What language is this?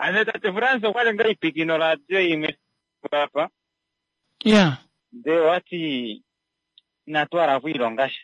Kuanyama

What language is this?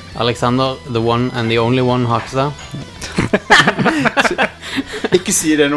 Norwegian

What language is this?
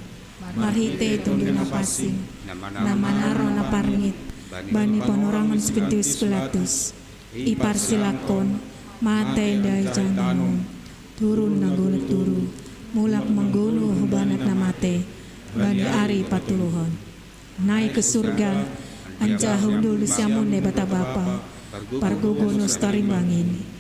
Batak Simalungun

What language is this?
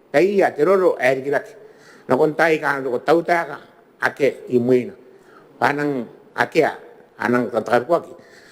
Gilbertese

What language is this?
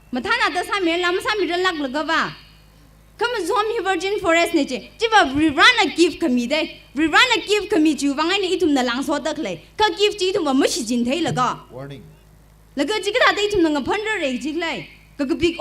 Tangkhul Naga (India)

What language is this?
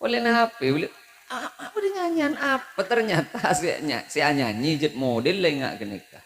Madurese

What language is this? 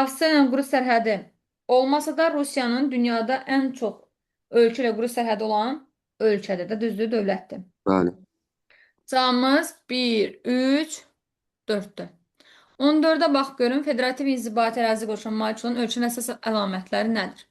Azerbaijani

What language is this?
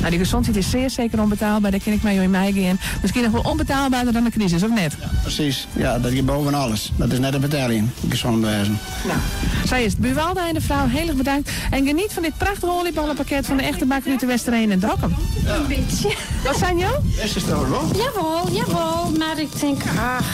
Western Frisian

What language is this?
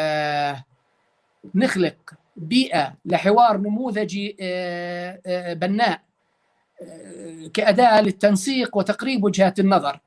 North Levantine Arabic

